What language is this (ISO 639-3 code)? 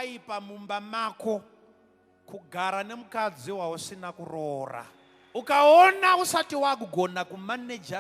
sna